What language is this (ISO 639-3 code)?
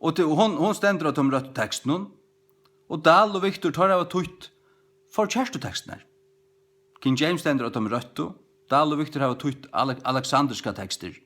fao